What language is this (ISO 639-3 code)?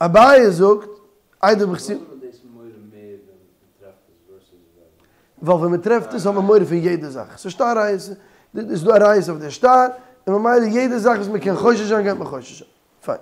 yid